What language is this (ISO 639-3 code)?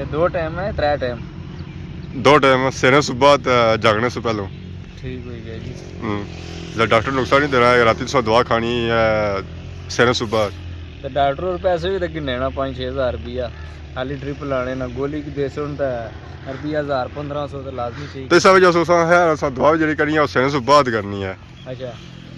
phr